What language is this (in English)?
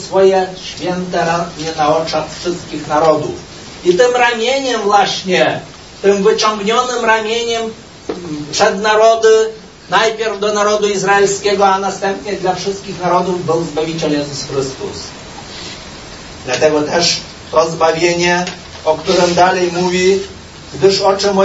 Polish